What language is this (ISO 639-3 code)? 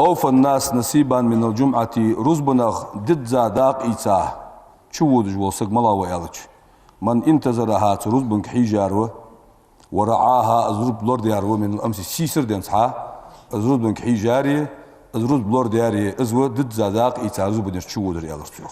inh